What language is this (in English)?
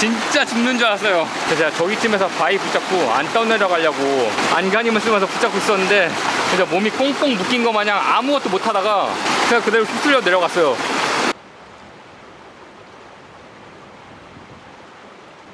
Korean